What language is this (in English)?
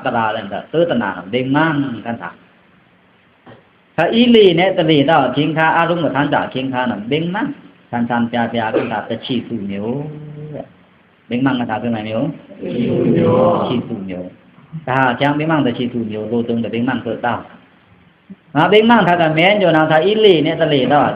Pa'o Karen